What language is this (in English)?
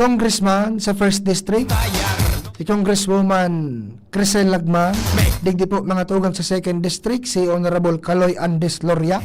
Bikol